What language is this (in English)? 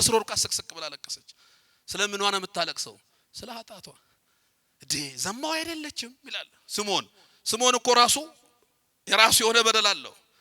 Amharic